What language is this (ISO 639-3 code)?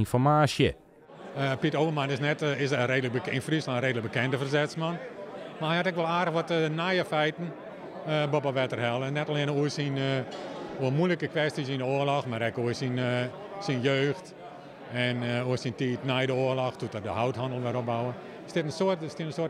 fry